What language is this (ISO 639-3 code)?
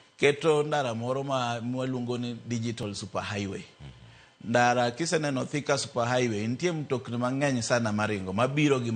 luo